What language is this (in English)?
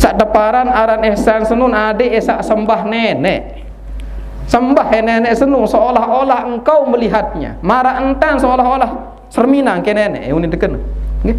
Sasak